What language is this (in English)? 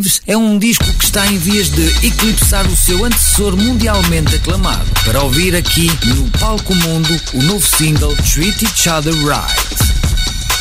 Portuguese